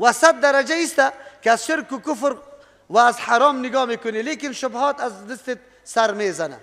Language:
Persian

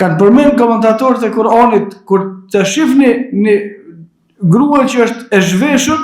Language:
Albanian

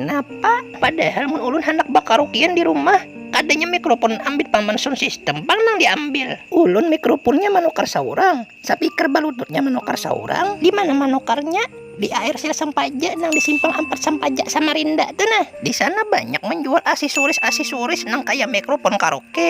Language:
Banjar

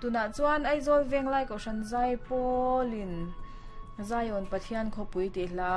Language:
Mizo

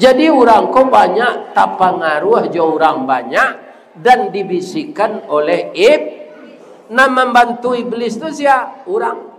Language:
Minangkabau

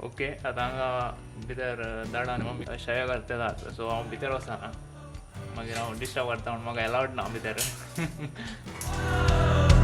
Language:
Konkani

